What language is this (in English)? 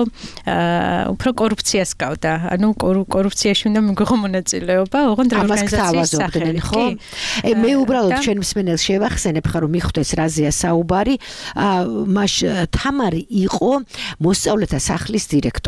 Georgian